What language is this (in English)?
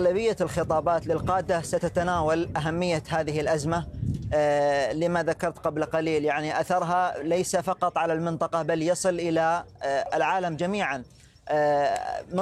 Arabic